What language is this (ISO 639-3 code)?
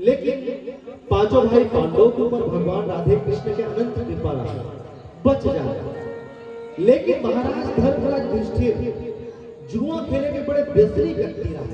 hne